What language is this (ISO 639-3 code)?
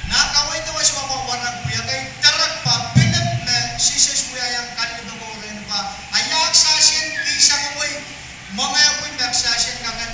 pon